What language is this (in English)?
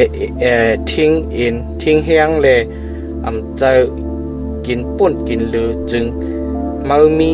Shan